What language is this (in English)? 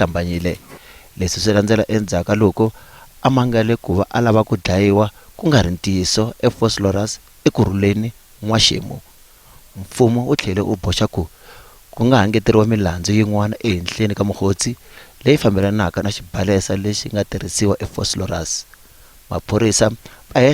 Tsonga